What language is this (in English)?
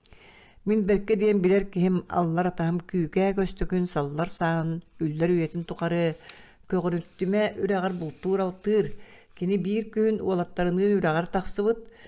Yakut